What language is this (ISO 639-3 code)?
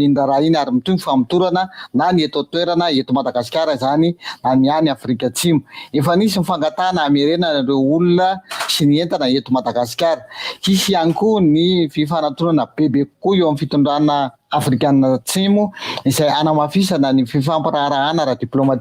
mlg